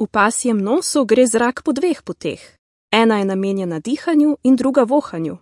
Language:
Slovenian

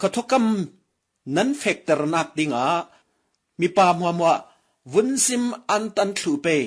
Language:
Falam Chin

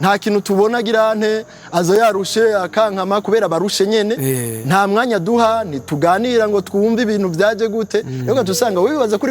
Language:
Rundi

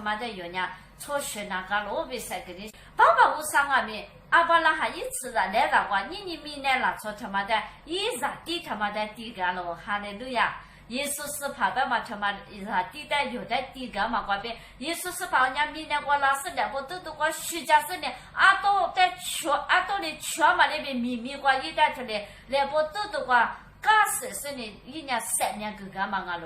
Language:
Lisu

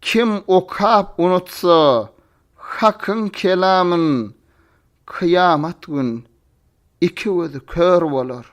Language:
Turkmen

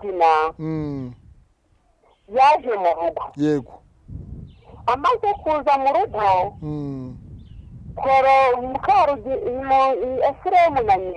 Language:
Kinyarwanda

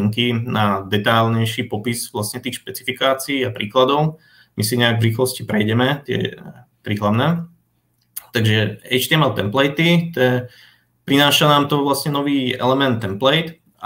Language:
Slovak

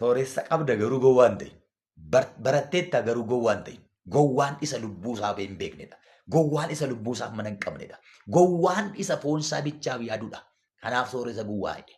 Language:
Oromo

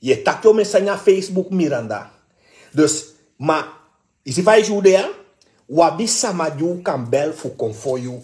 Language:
Sranan Tongo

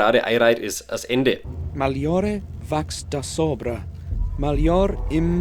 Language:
Bavarian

